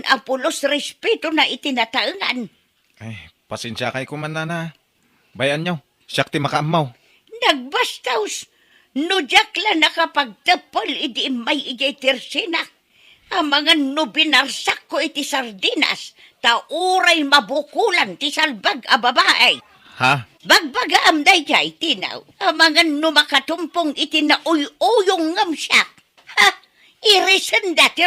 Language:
Iloko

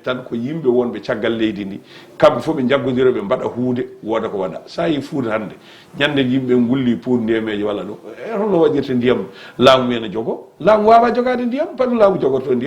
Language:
Fula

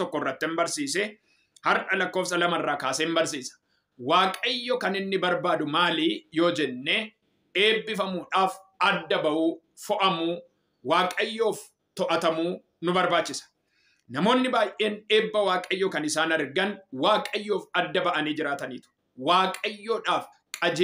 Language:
Oromo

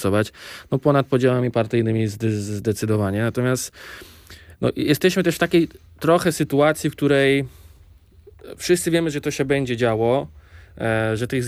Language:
Polish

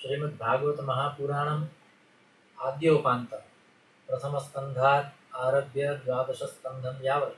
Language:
Sanskrit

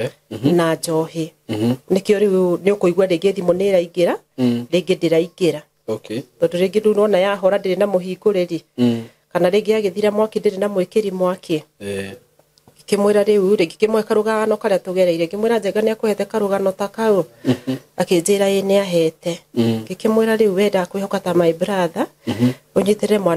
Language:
Kikuyu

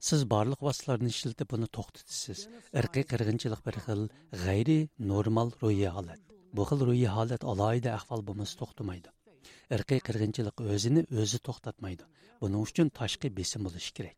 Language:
Uyghur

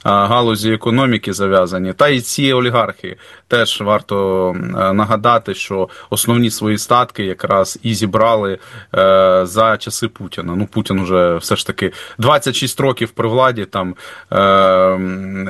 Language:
Ukrainian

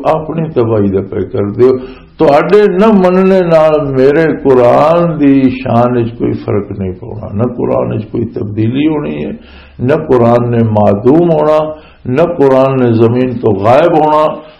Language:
Western Panjabi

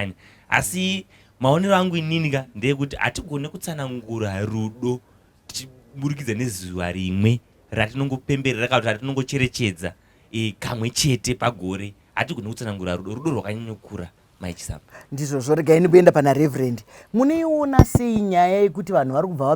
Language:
Shona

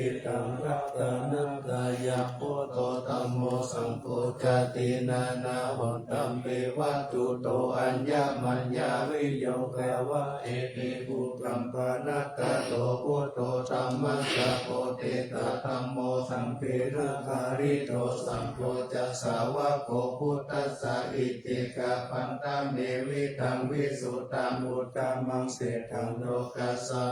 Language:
Pali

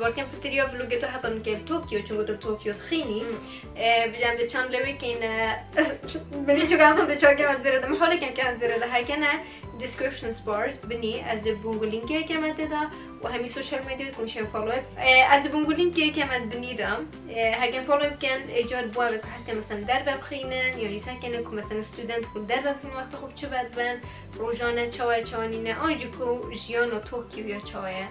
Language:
Kurdish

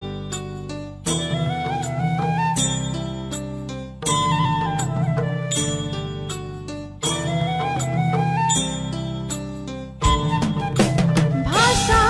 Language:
Newari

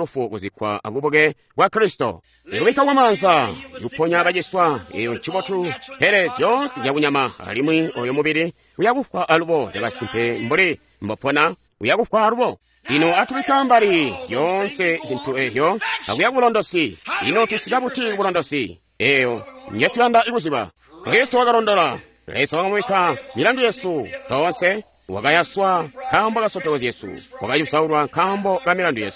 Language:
Tonga (Zambia)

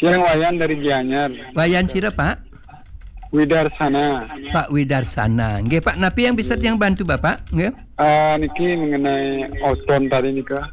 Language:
Balinese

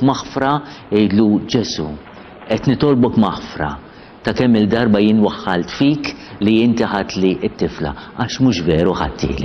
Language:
Maltese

